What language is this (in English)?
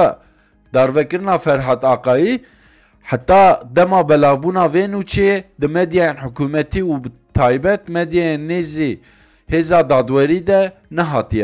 Kurdish